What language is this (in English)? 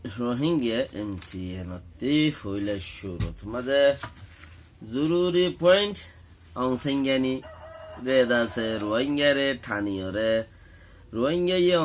Rohingya